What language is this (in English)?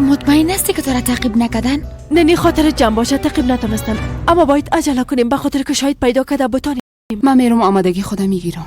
Persian